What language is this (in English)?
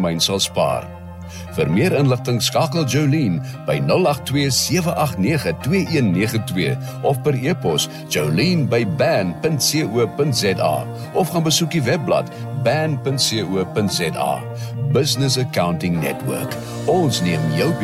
Afrikaans